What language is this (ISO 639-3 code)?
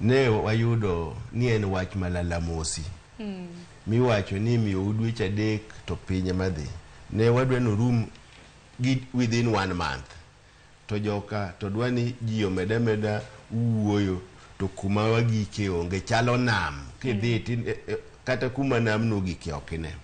luo